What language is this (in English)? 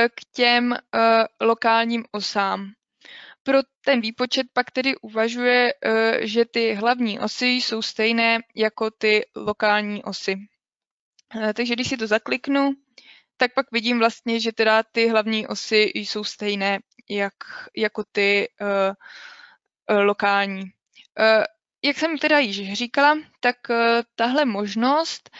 Czech